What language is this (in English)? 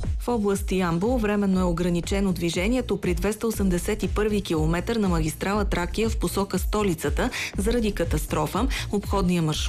Bulgarian